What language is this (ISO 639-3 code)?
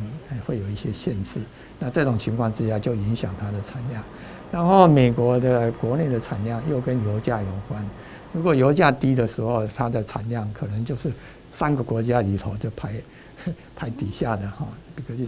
zho